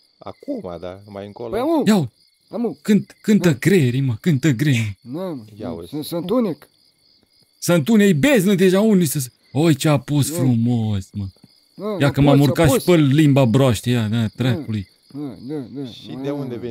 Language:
Romanian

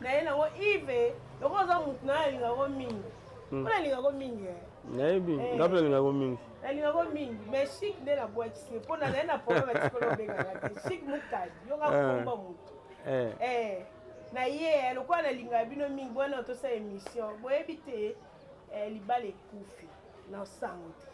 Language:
Lingala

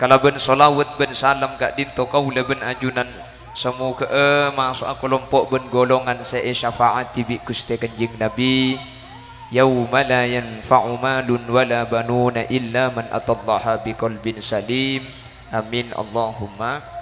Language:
Madurese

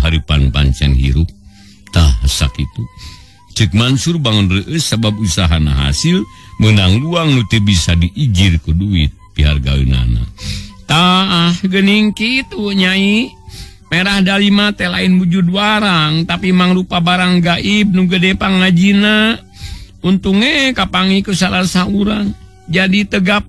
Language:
Sundanese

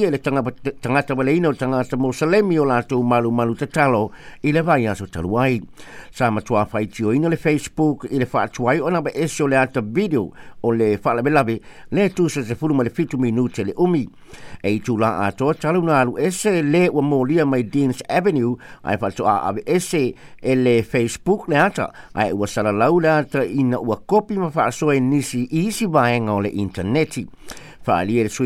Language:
Samoan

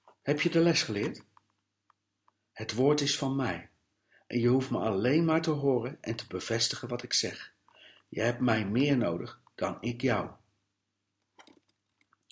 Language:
Dutch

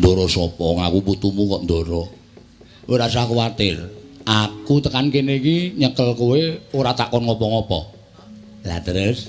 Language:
Javanese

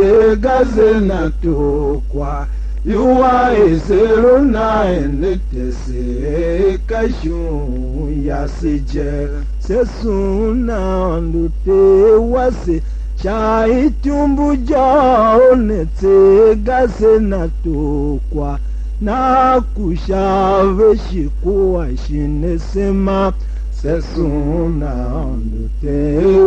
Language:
Tiv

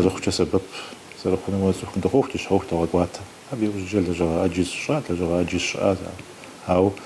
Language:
Kabardian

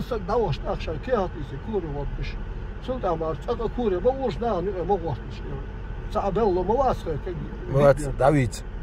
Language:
Chechen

